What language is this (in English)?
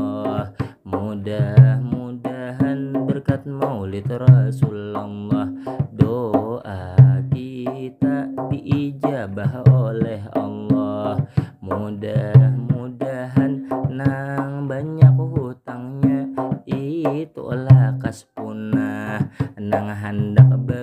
Banjar